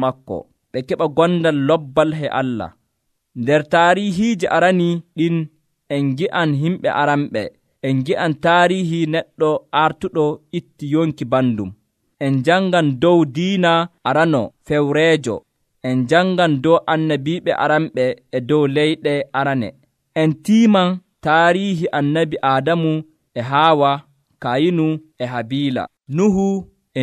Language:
Nigerian Fulfulde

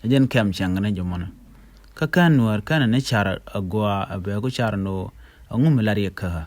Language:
Nuer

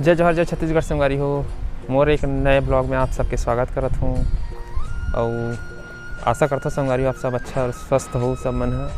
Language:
Chhattisgarhi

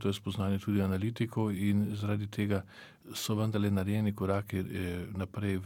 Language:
Slovenian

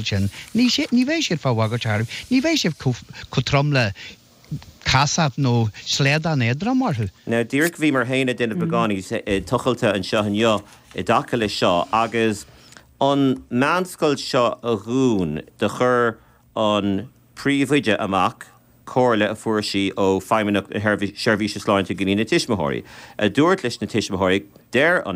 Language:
Irish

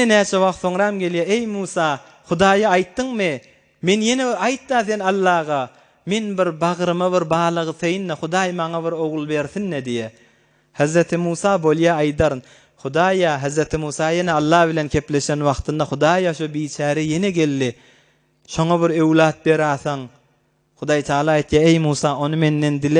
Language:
Turkmen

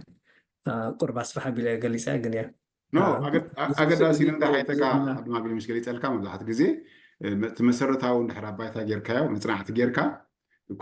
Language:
Tigrinya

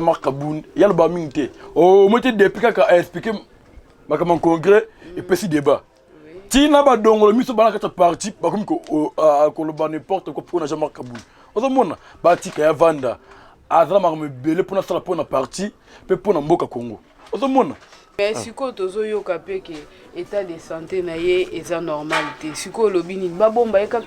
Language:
Lingala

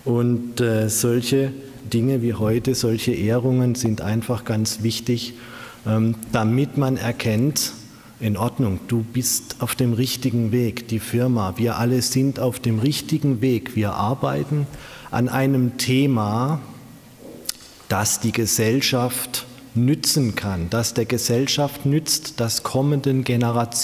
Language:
German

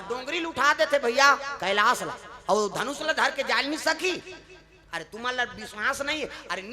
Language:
Chhattisgarhi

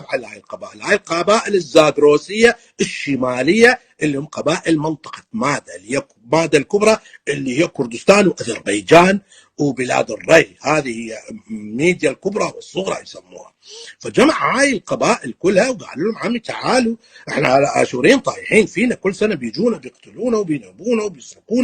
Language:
North Levantine Arabic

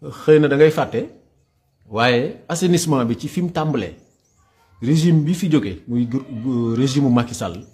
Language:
Wolof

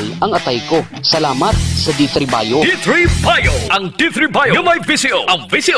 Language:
Hiligaynon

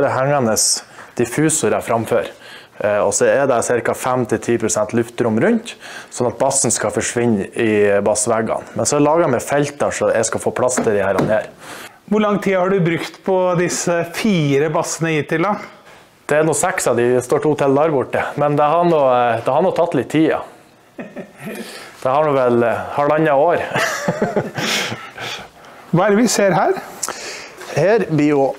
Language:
Norwegian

